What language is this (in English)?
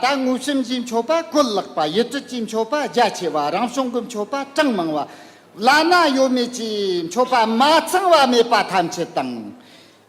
Tibetan